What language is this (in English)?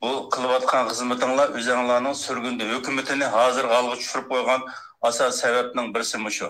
Uyghur